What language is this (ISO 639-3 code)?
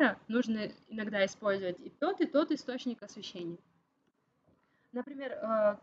rus